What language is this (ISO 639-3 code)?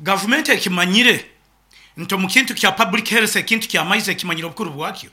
nyo